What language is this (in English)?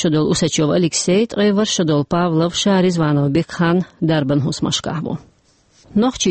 Chechen